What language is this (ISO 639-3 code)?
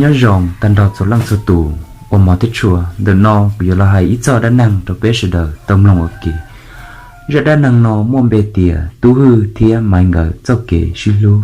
hmn